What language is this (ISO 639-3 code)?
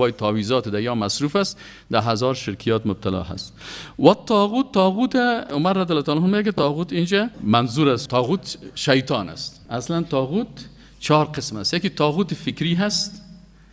fas